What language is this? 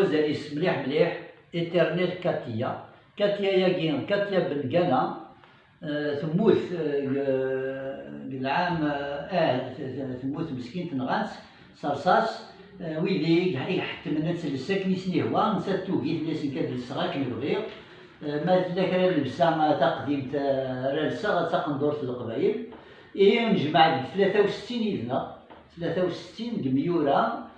Kabyle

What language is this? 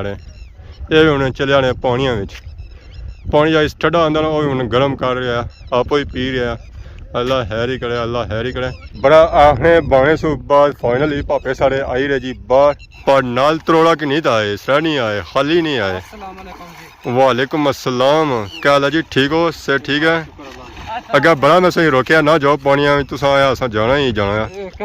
Pahari-Potwari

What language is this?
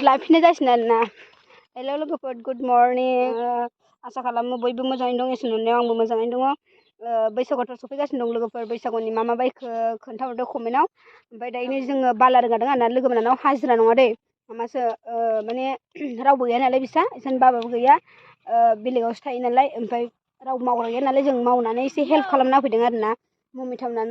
Bodo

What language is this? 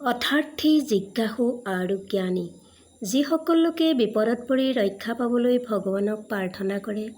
Assamese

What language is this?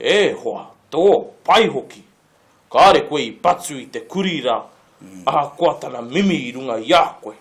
Māori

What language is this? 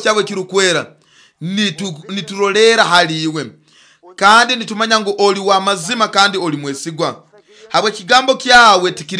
Nyoro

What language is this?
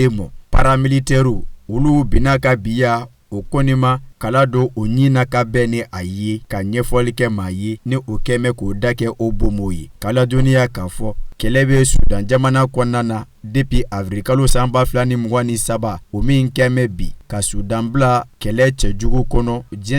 Bambara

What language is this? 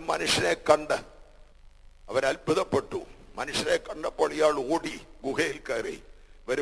Malayalam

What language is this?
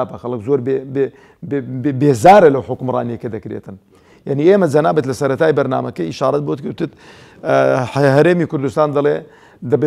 Central Kurdish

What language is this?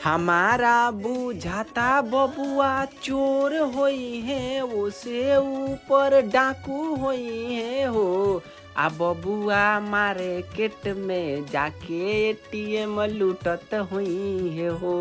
Magahi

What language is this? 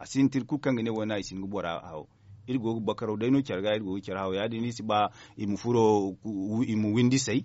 Zarma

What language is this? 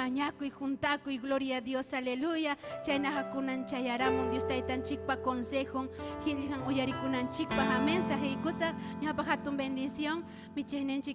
Ayacucho Quechua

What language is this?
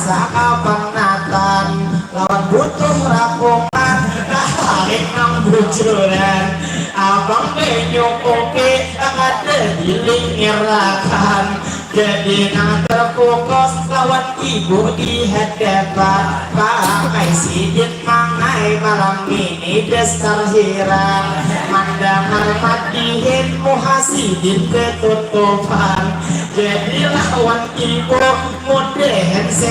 Banjar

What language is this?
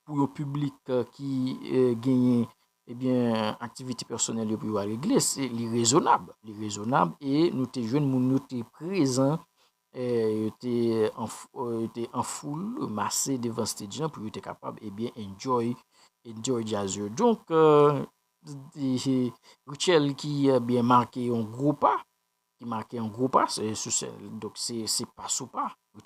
Haitian Creole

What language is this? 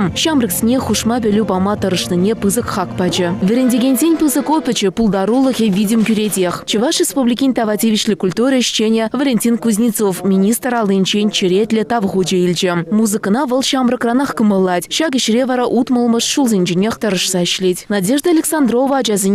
Chuvash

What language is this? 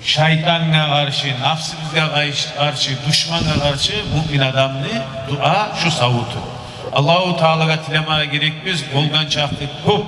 Kumyk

